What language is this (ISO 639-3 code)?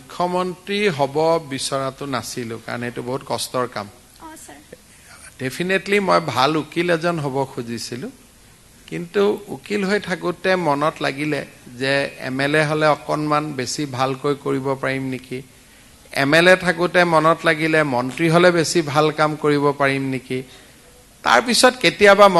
asm